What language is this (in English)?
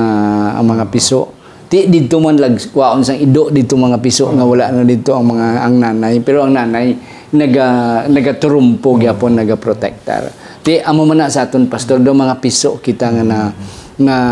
Hiligaynon